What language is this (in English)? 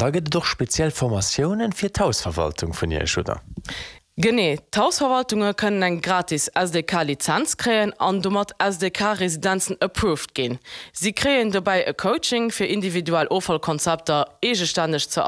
Luxembourgish